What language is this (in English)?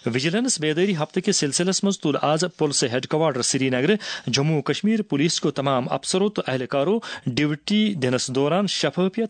Kashmiri